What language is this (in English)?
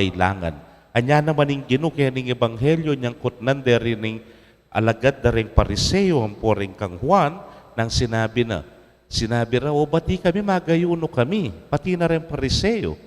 Pampanga